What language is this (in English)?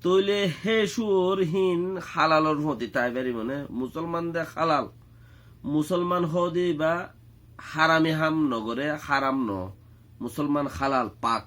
Rohingya